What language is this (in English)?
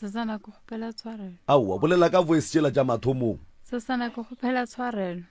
Northern Sotho